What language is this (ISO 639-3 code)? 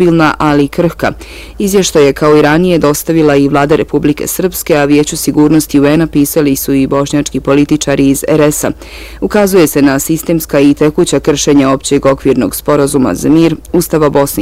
bos